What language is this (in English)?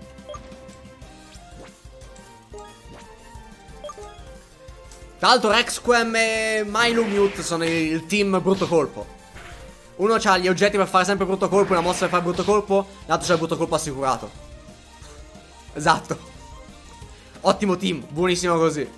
Italian